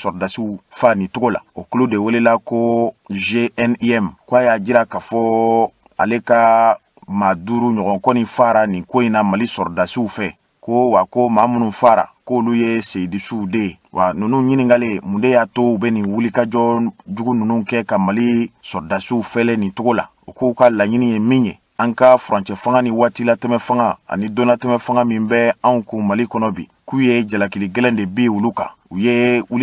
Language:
Bambara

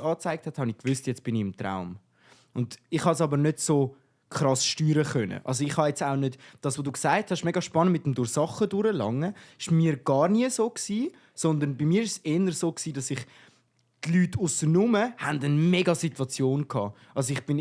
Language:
Swiss German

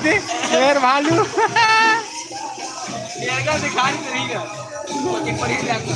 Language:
Chhattisgarhi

